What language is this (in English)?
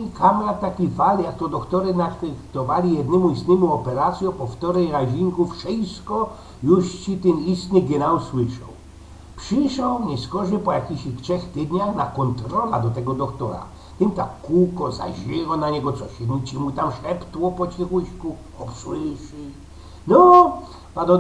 Silesian